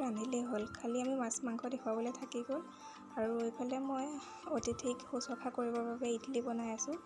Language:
Assamese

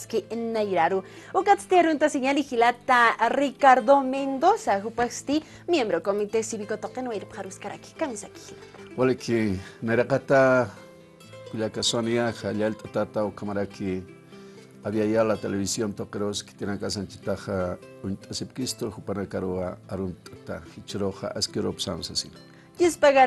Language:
Aymara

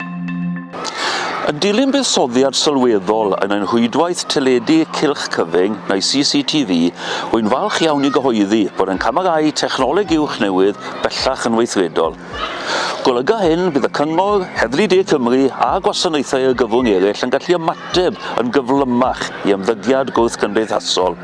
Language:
Welsh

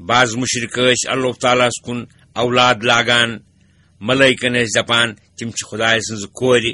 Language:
Kashmiri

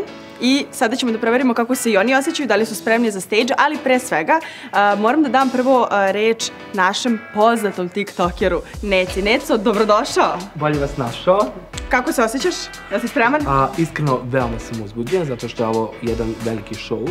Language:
Serbian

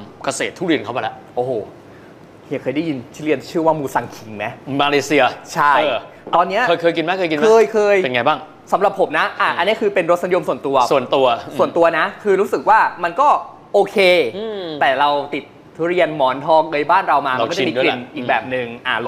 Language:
Thai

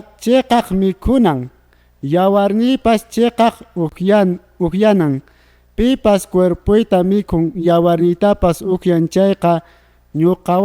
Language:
Quechua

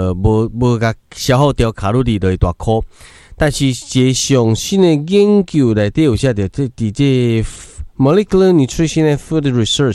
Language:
Min Nan Chinese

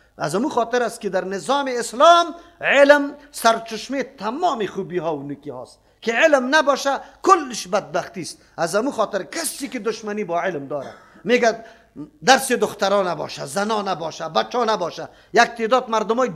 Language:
Persian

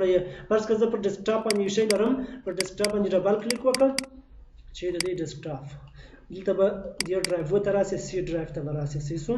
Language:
Pashto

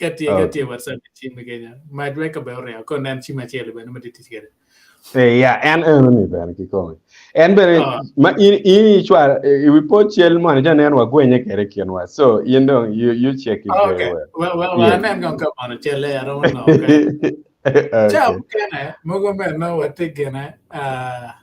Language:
Acoli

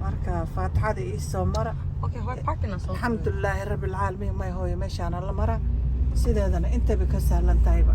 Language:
Somali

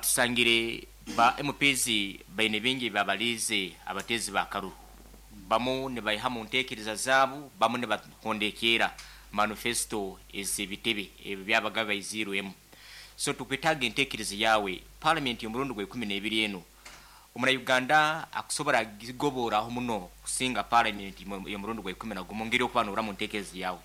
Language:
Nyankole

